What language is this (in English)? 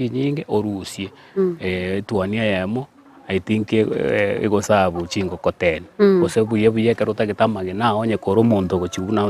Gusii